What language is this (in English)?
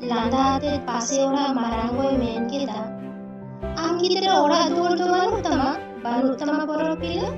Santali